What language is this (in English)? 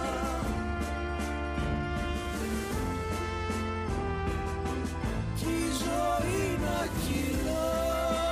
Greek